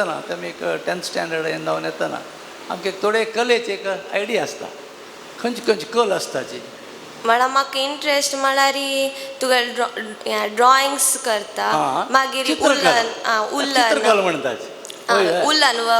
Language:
Konkani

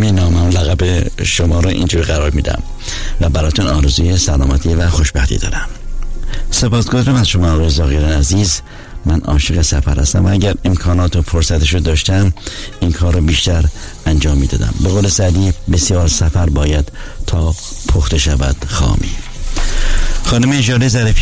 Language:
Persian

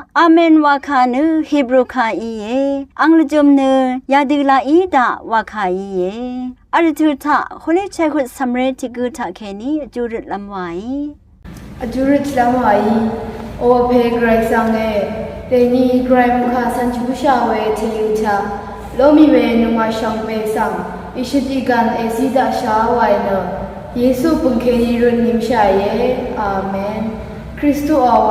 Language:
Rawang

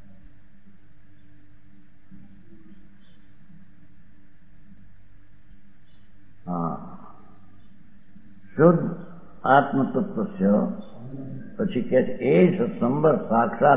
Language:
Gujarati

